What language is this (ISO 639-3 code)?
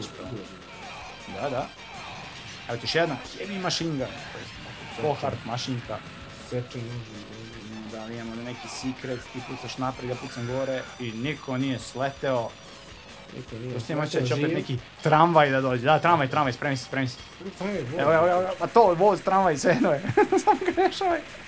srp